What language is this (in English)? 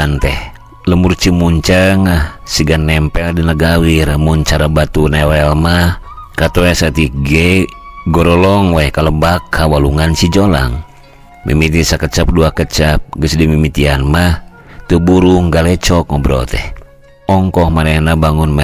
Sundanese